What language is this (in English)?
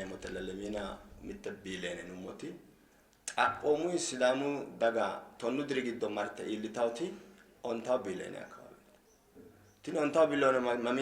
Sidamo